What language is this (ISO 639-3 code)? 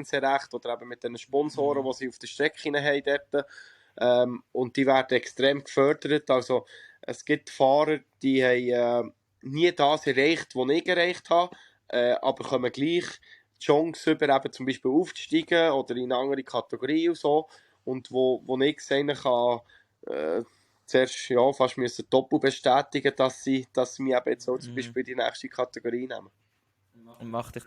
gsw